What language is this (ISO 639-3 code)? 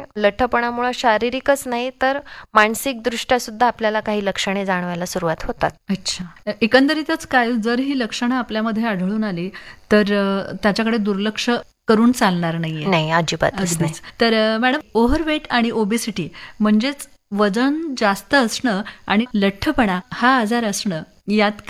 mar